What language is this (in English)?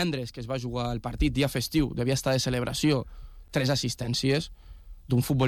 Catalan